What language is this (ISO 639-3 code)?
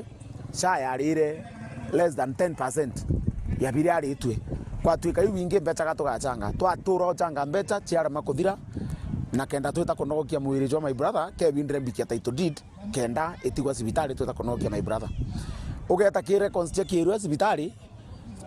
mer